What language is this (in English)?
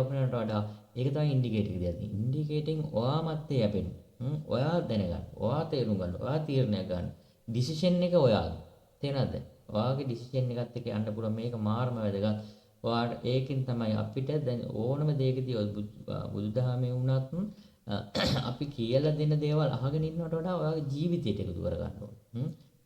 Sinhala